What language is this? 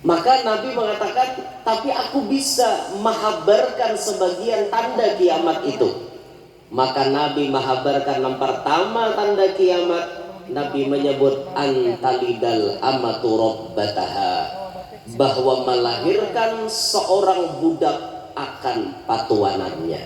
Banjar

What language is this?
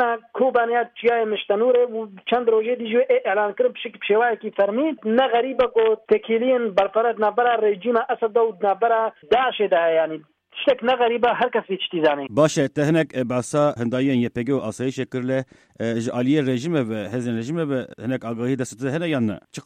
Kurdish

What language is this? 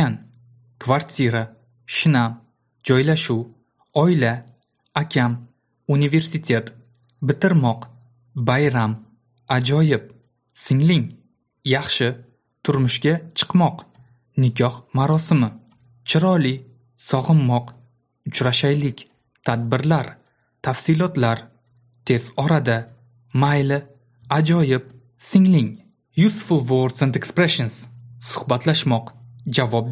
Uzbek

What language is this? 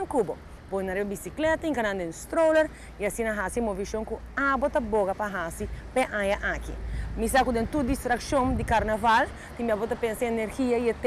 Papiamento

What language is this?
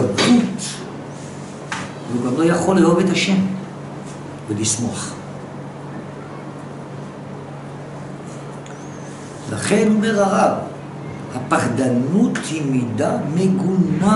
Hebrew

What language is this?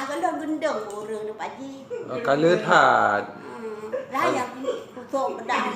Achinese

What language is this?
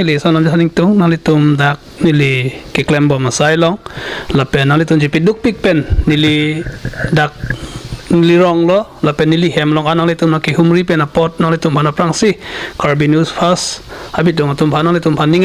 Karbi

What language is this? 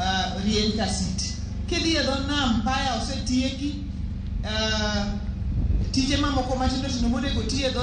Luo (Kenya and Tanzania)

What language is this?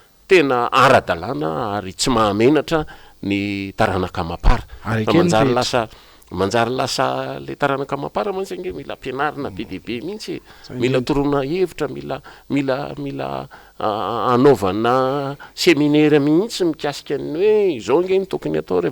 Malagasy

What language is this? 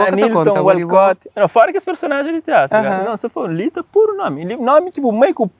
Kabuverdianu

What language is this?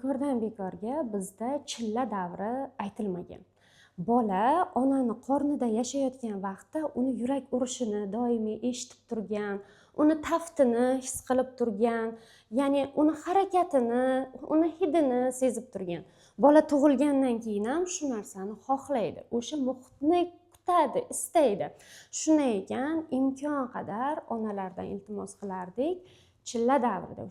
Uzbek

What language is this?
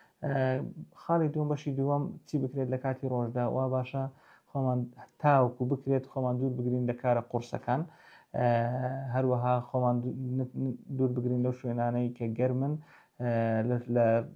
Central Kurdish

